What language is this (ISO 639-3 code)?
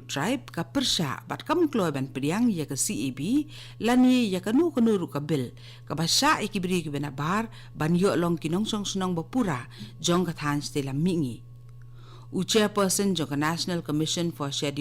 kha